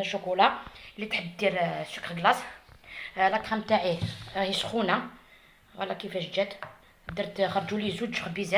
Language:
Algerian Arabic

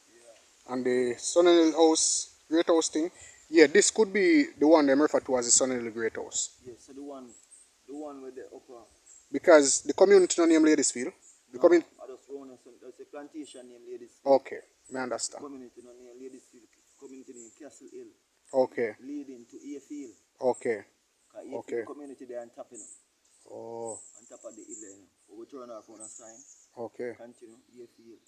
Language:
Jamaican Creole English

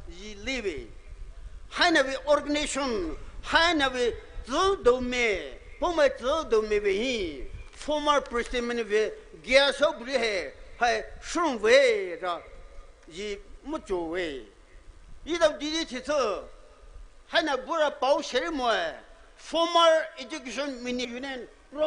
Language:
Poumei Naga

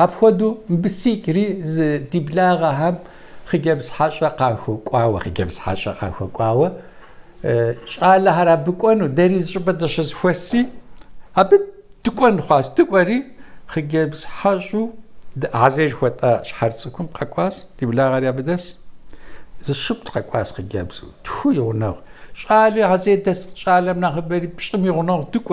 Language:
Kabardian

